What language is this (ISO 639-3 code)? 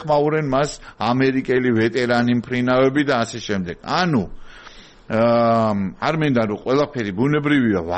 kat